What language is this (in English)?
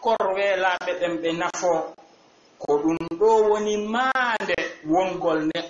Fula